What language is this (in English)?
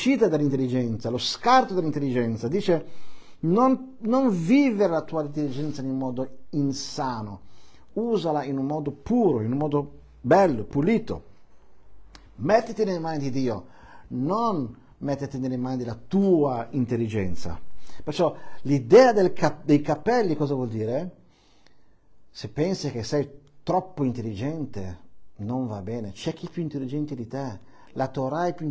Italian